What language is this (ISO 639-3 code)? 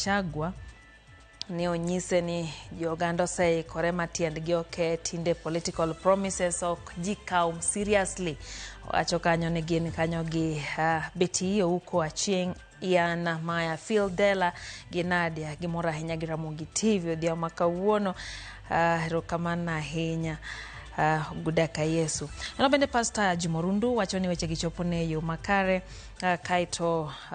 luo